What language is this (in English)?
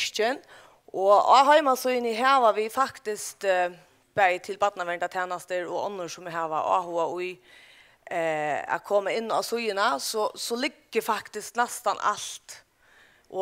Faroese